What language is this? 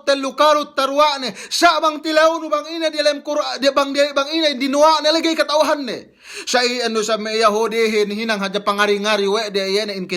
Yakan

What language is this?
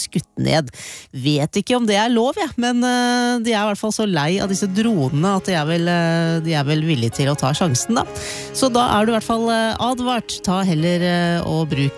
Norwegian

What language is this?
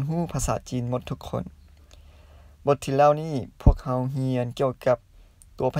Lao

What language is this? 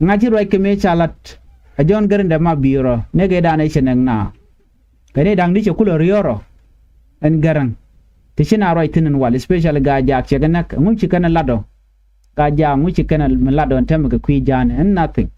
Nuer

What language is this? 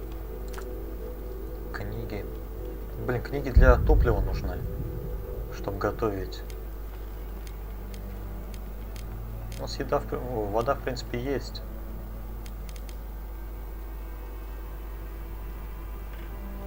Russian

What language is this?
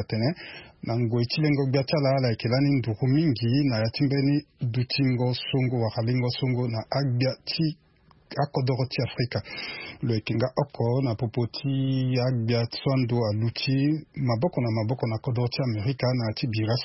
Sango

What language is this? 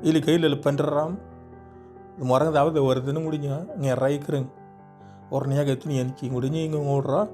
Moro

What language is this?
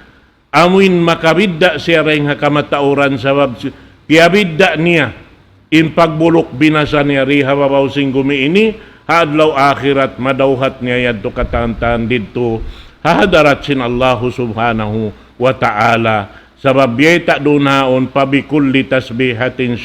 Tausug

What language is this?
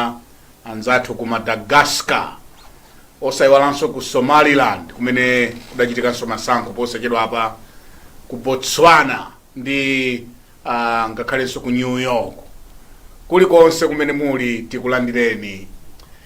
Nyanja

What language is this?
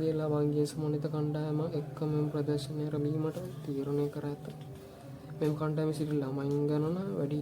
Sinhala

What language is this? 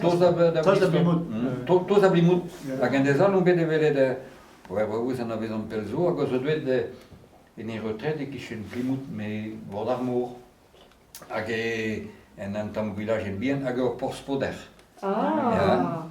Breton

